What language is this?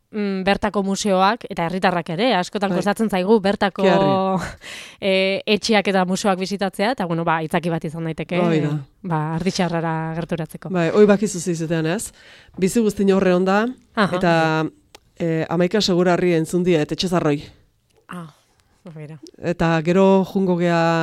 Basque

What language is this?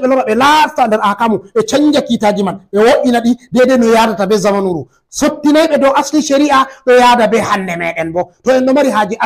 Fula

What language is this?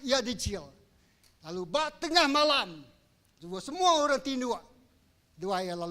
Iban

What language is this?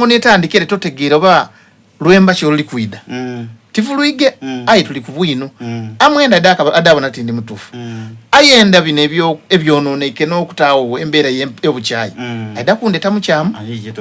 Soga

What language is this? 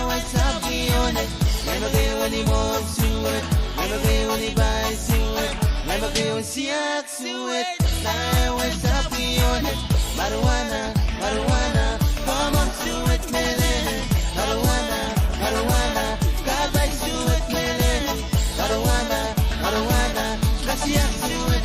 Pohnpeian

